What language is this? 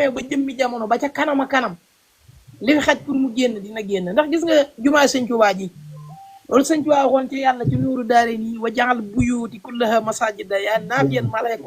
Wolof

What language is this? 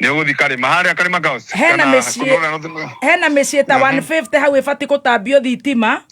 Kikuyu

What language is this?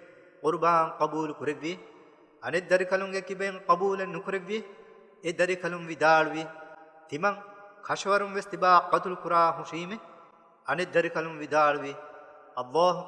Divehi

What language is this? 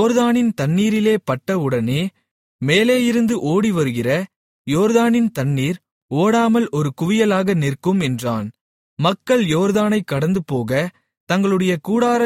Tamil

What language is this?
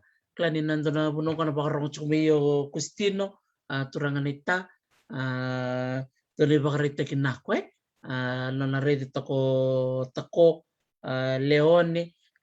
Fijian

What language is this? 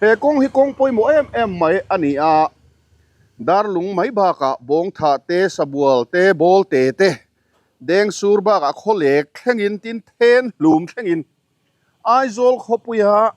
Mizo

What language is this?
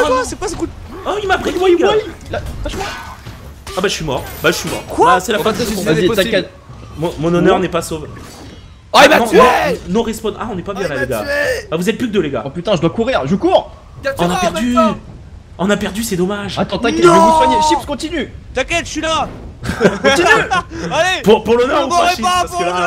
French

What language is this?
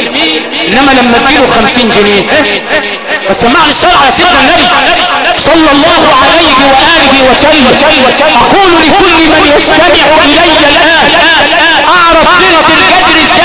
Egyptian Arabic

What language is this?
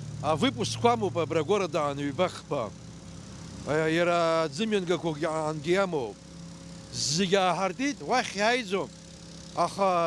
Abkhazian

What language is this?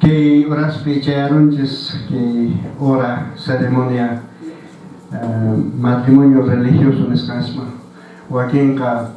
Quechua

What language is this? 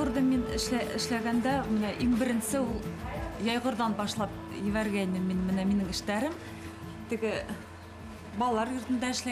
Bashkir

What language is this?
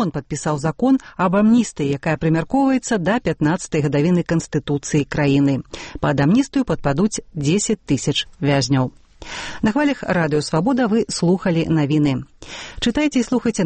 Belarusian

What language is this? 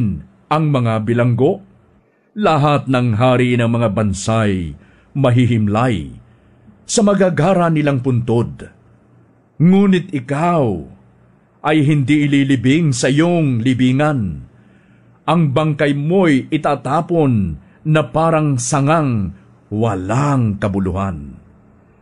Filipino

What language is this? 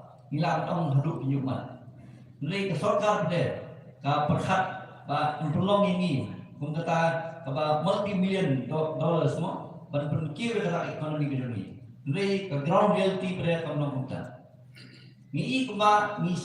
Khasi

